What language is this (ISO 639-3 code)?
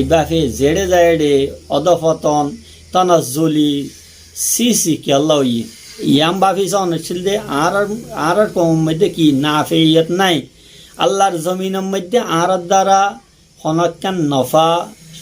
rhg